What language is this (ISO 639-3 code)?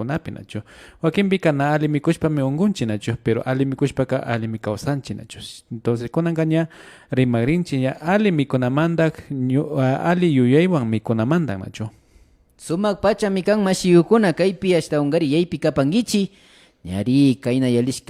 qvi